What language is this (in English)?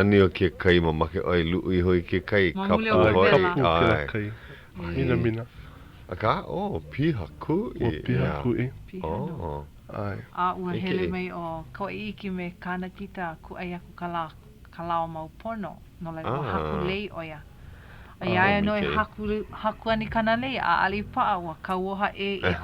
Hawaiian